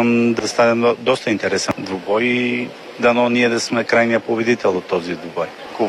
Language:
Bulgarian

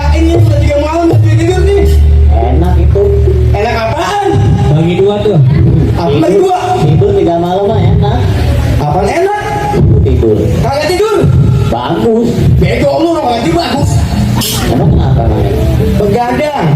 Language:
Betawi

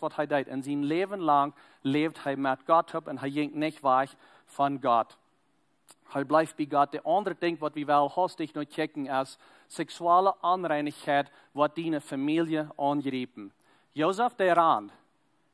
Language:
Plautdietsch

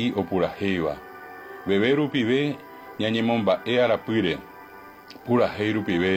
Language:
Guarani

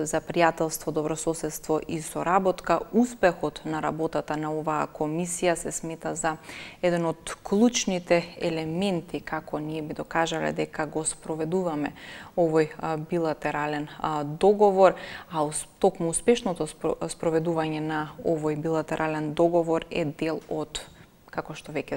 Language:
Macedonian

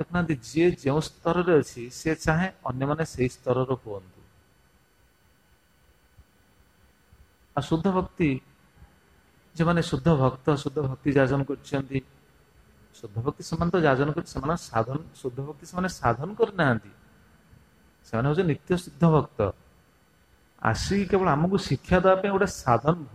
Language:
Odia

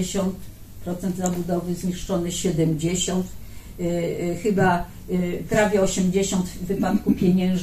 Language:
Polish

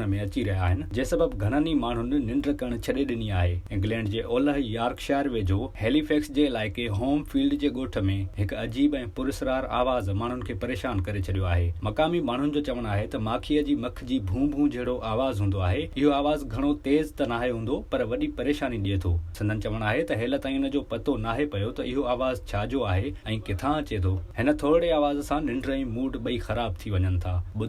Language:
Sindhi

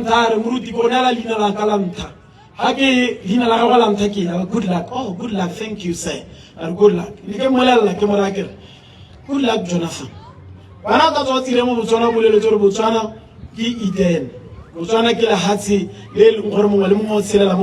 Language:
Tswana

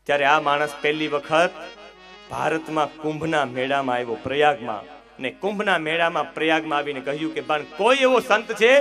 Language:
Gujarati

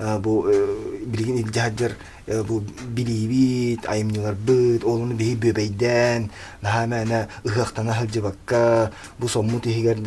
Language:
Yakut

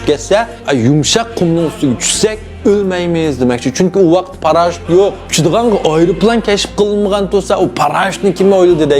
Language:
Uyghur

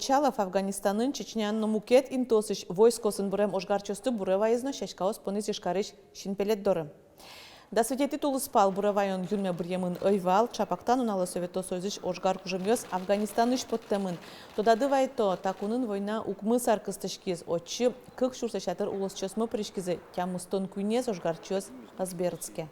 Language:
Udmurt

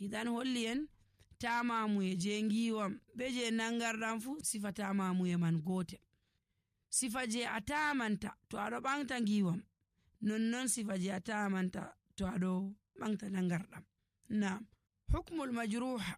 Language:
Nigerian Fulfulde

